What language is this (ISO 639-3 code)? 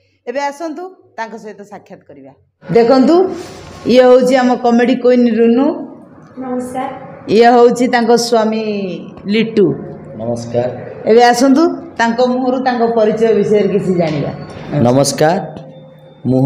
ori